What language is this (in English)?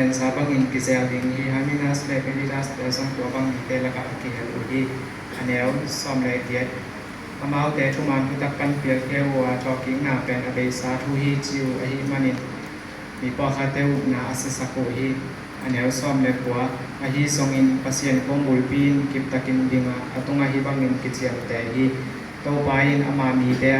Tedim Chin